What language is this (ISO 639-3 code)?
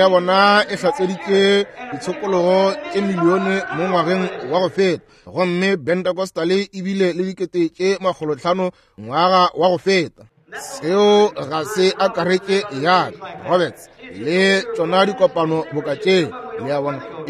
nso